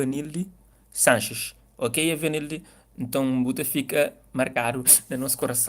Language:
Kabuverdianu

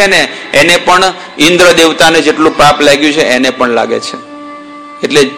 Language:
Gujarati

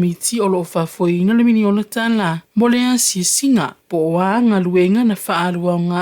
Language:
Samoan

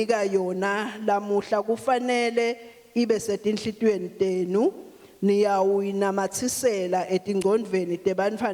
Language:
Swati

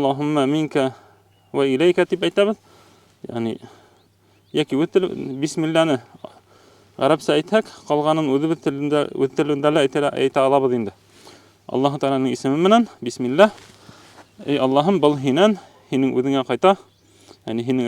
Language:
Bashkir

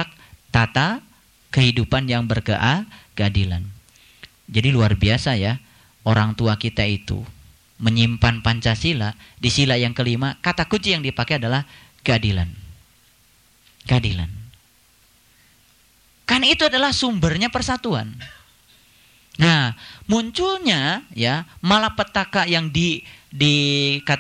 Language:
Indonesian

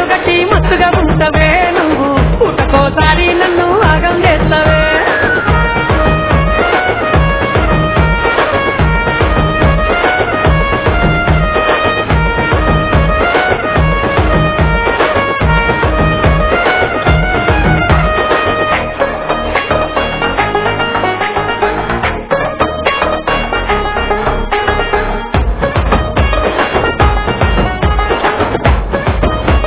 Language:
Telugu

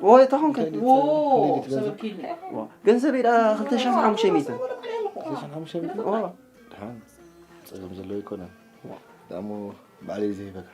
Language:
Tigrinya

